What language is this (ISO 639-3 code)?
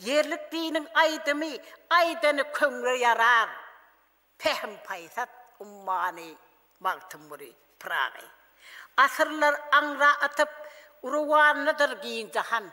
tuk